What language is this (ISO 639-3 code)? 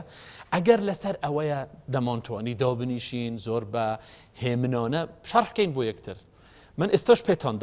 ckb